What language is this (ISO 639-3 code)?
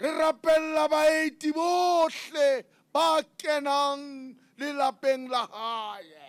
sot